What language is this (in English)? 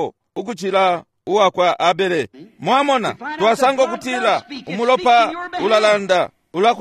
Bemba